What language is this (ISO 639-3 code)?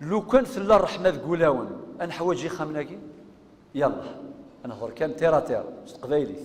kab